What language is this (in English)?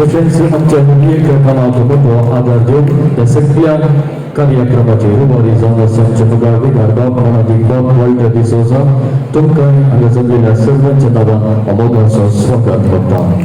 Konkani